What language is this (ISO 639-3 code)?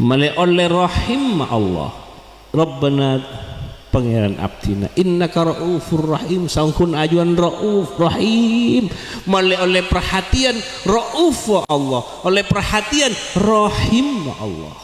mad